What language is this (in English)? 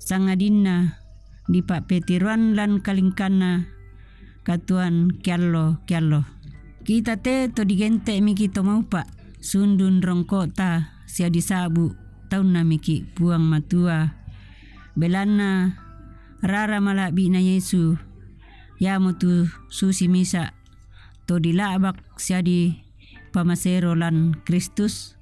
Toraja-Sa'dan